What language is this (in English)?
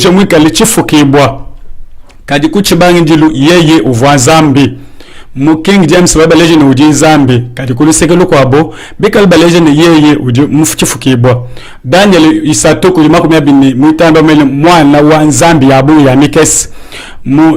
Luba-Lulua